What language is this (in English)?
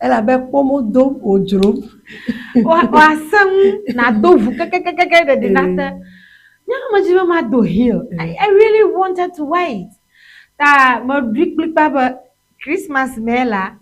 Ewe